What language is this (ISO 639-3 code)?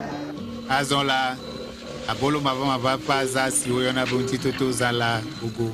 ewe